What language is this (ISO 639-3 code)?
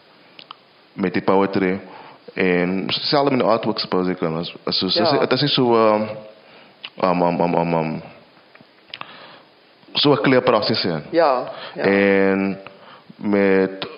afr